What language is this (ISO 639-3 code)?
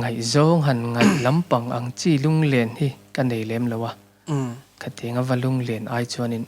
lus